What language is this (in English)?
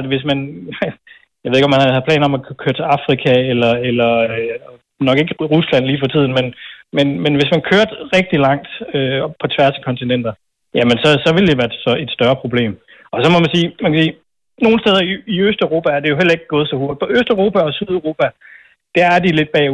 Danish